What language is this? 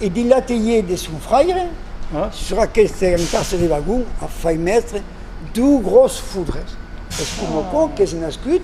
Occitan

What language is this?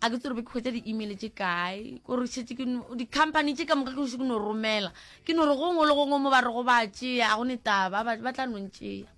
Northern Sotho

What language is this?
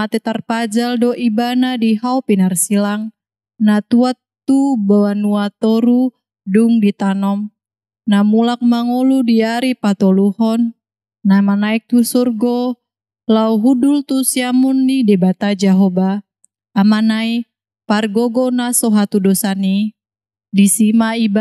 Batak Toba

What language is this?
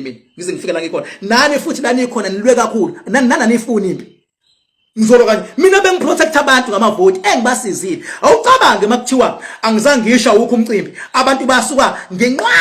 Zulu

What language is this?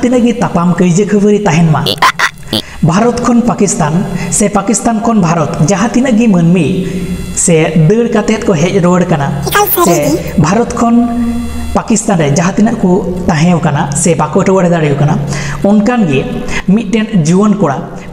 Santali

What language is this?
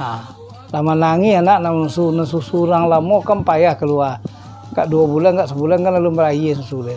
Minangkabau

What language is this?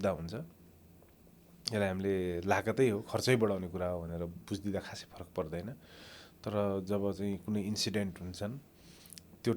Nepali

